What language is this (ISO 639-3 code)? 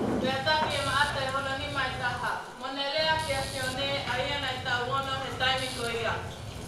ton